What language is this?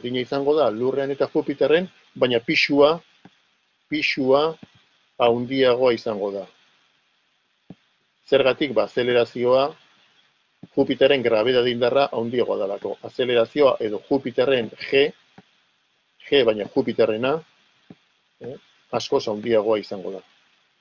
Basque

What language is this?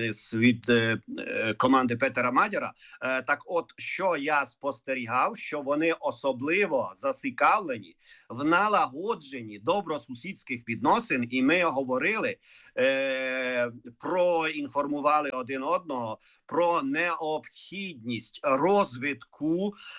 Ukrainian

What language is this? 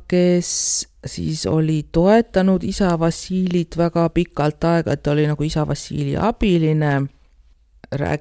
Estonian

